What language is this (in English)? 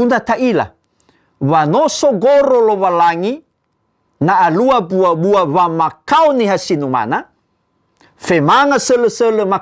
Nias